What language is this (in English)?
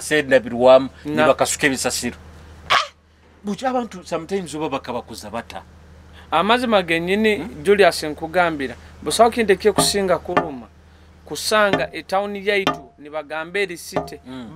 Nyoro